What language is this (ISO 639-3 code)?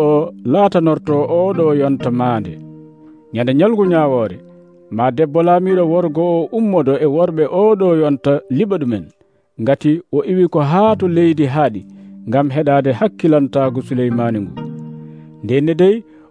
fuv